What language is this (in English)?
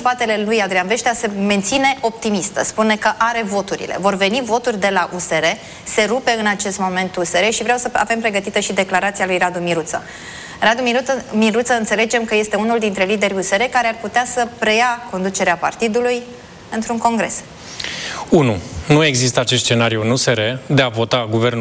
Romanian